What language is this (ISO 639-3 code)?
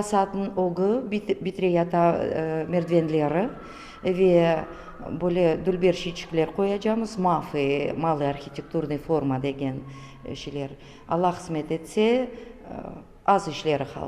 crh